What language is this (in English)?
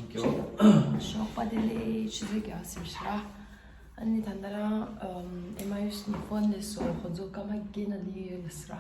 Tibetan